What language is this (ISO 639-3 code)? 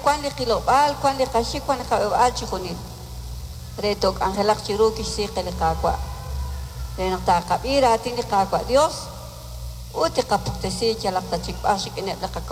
kek